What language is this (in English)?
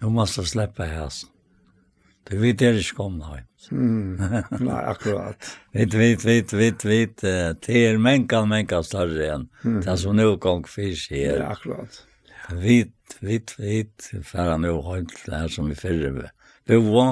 Faroese